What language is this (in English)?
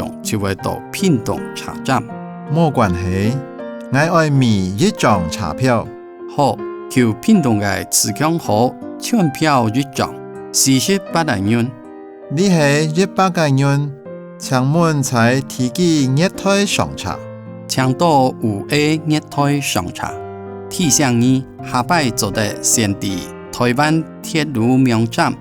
Hakka Chinese